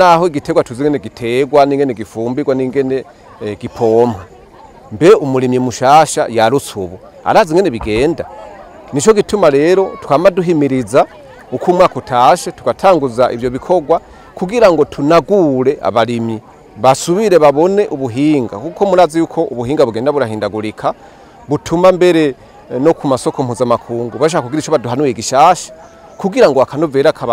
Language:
Rundi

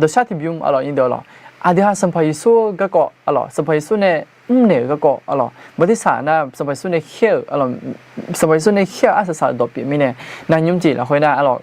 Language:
Akha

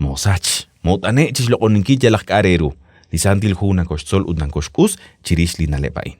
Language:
Kekchí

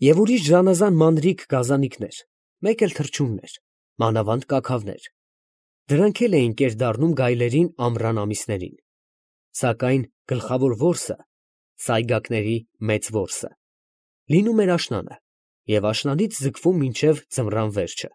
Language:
Armenian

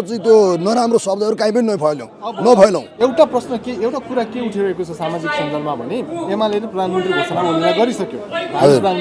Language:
Nepali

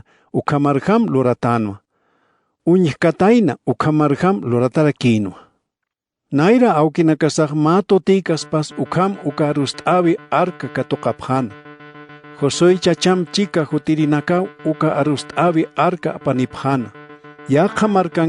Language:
Aymara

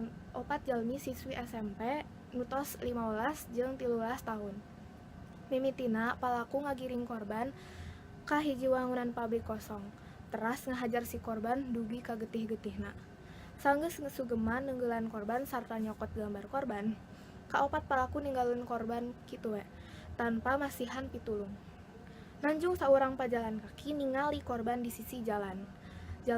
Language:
Sundanese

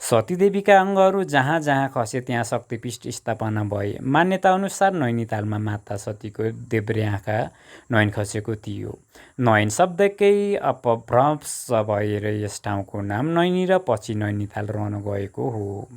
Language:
Nepali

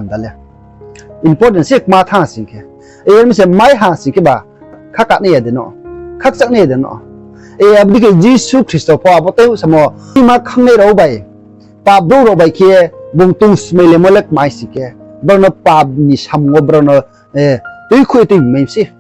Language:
Riang (India)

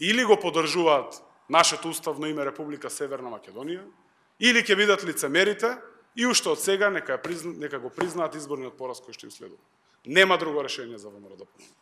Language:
Macedonian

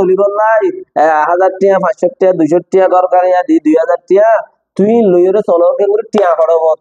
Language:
Rohingya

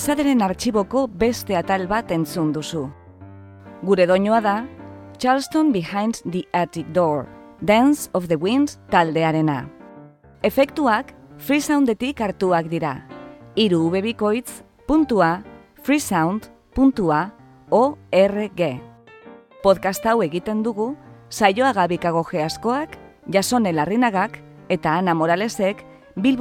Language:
Basque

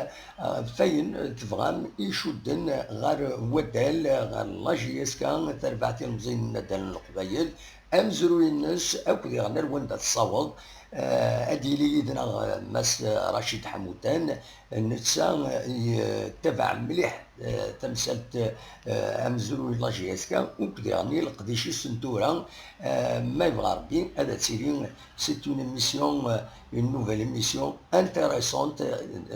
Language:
Kabyle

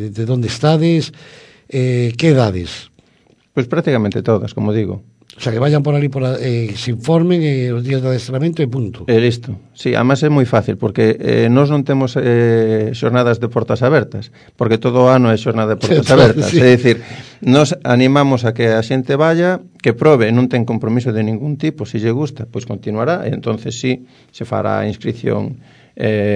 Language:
Galician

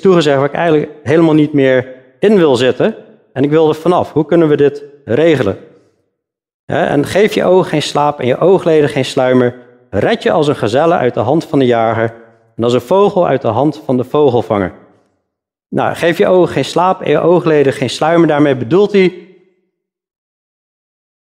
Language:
Dutch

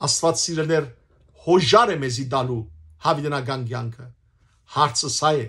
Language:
Western Armenian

